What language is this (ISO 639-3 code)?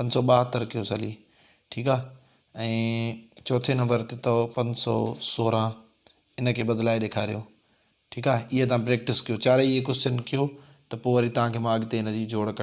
snd